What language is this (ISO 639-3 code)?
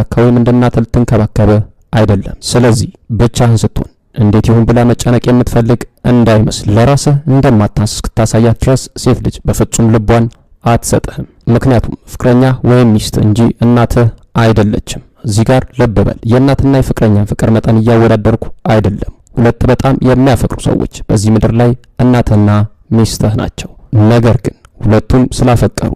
amh